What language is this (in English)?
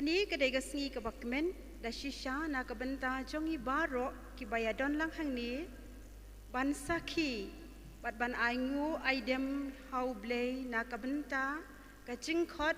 Khasi